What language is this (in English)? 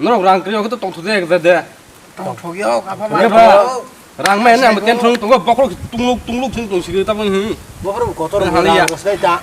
Kok Borok